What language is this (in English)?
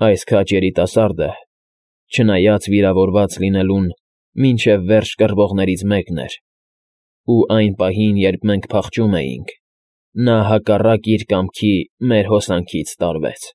Armenian